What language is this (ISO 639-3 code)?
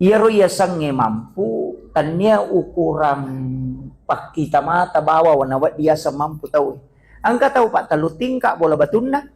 bug